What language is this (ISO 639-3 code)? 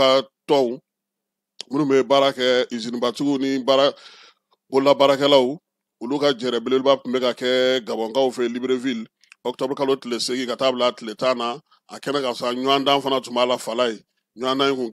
bam